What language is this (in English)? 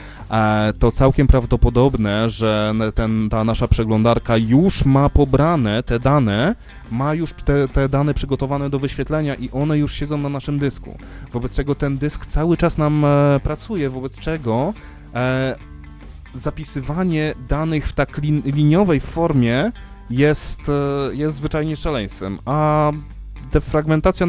Polish